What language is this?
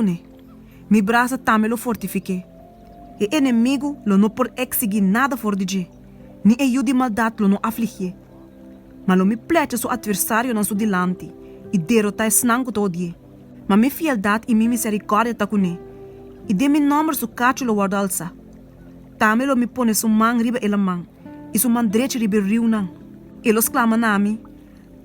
Papiamento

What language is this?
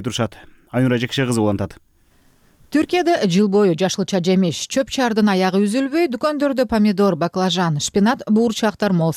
Kyrgyz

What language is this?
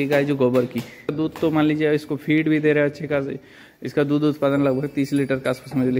Hindi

